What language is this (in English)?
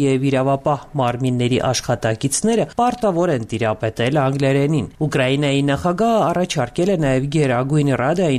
Armenian